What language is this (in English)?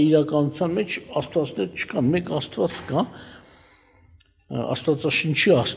Armenian